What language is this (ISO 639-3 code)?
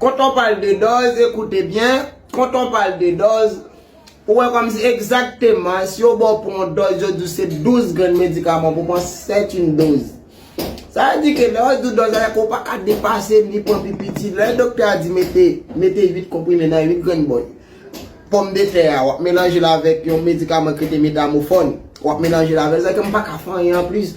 hat